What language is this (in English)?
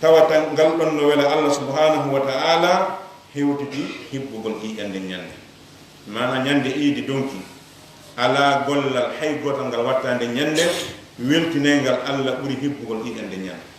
Fula